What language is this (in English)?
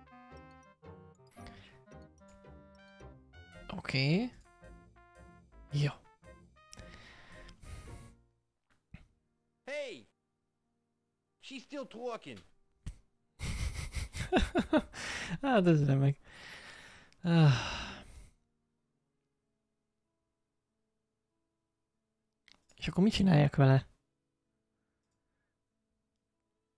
Hungarian